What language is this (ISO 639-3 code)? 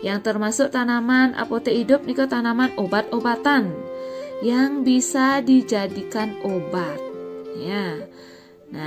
ban